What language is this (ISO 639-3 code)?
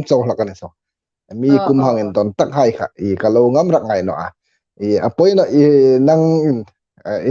hmr